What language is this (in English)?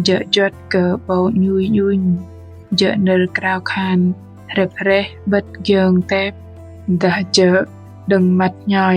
Bahnar